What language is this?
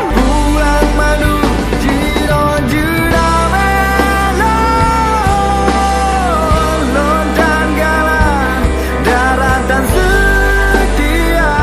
Achinese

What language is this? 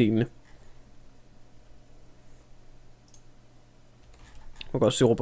Danish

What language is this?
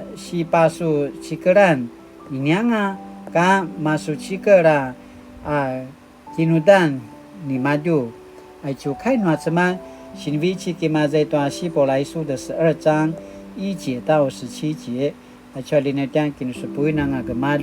Paiwan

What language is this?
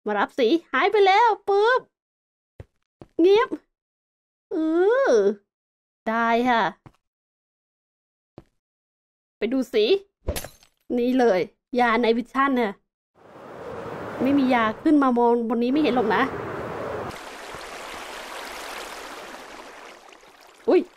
Thai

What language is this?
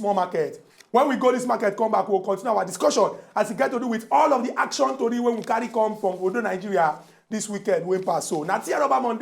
Nigerian Pidgin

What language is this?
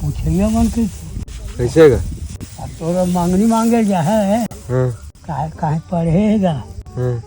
Chhattisgarhi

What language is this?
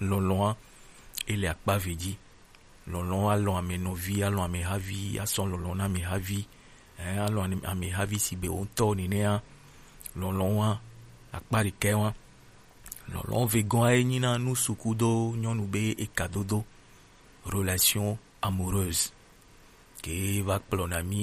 Gen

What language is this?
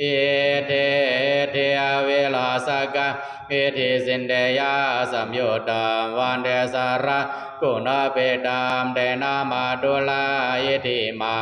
Pali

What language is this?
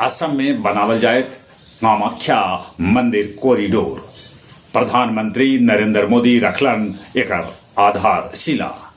Magahi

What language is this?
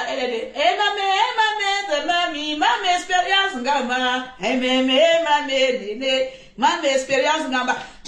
French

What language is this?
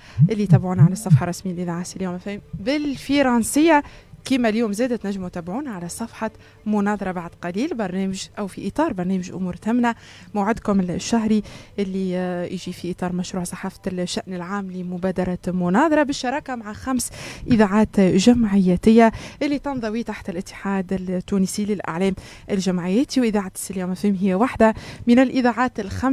Tunisian Arabic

